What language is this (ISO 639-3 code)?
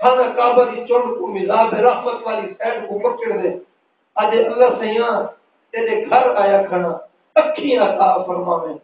skr